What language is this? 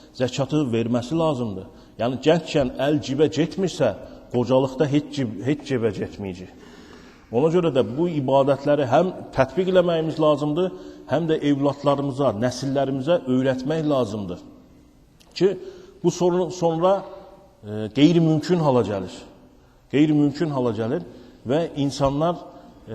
Azerbaijani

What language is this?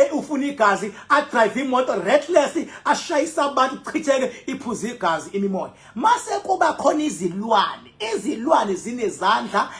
Zulu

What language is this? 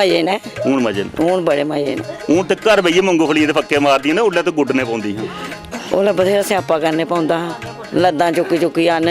Dogri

